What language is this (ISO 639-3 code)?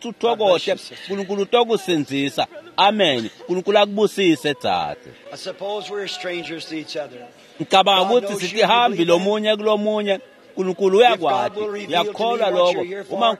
ssw